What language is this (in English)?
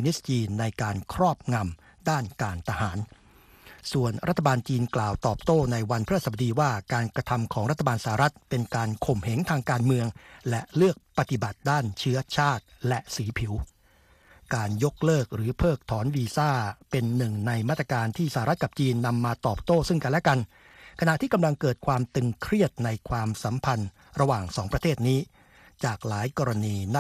Thai